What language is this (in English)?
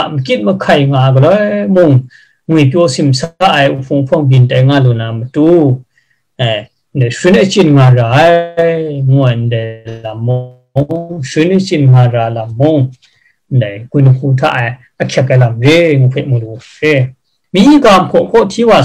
Kachin